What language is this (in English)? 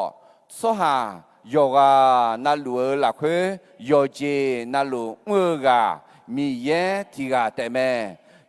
Akha